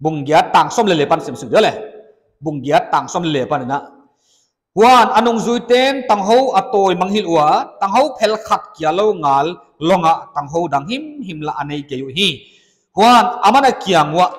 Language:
Paite Chin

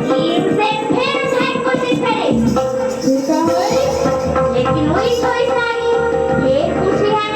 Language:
Chhattisgarhi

